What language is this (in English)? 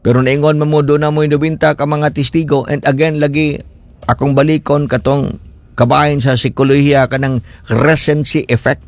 Cebuano